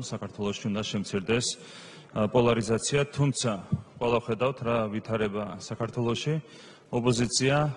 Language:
Georgian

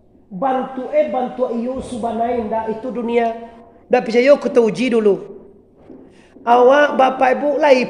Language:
Minangkabau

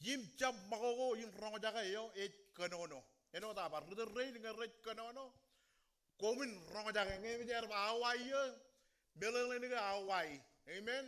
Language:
Marshallese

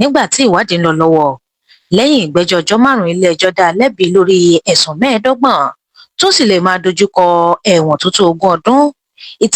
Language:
Yoruba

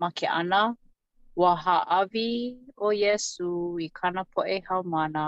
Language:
Hawaiian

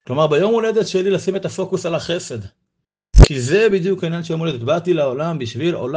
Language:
Hebrew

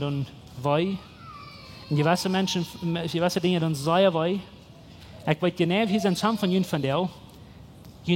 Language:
Plautdietsch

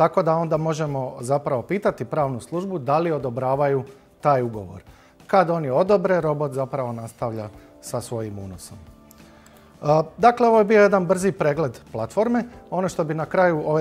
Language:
Croatian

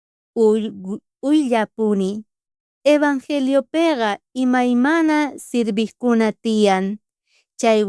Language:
South Bolivian Quechua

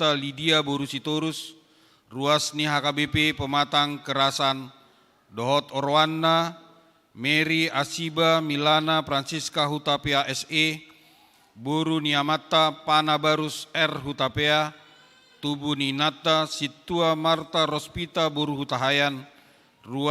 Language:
Batak Toba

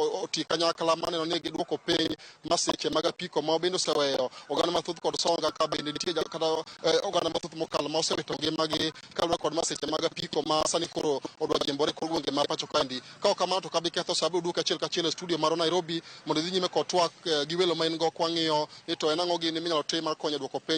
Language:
Luo (Kenya and Tanzania)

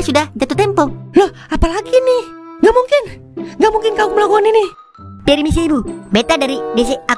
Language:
Betawi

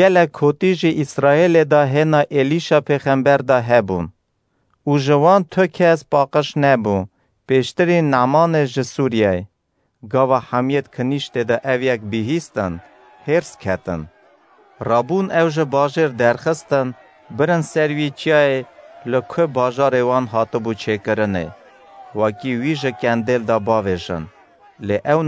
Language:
Kurdish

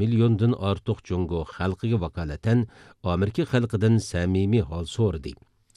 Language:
Uyghur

